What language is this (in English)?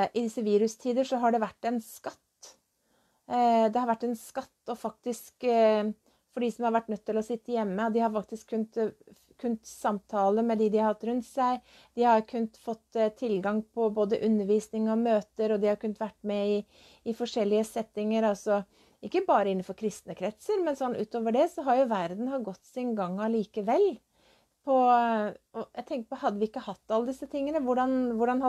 Norwegian